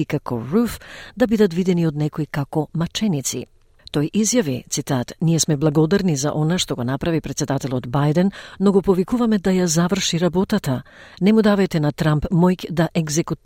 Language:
Macedonian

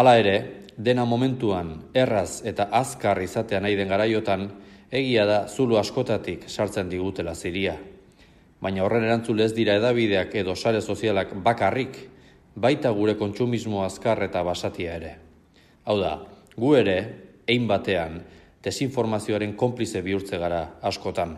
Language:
Basque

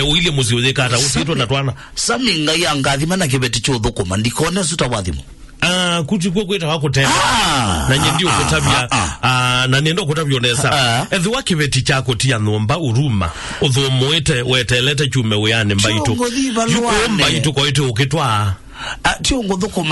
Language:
Kamba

